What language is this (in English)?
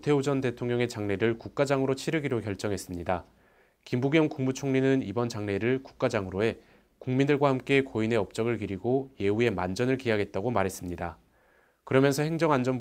Korean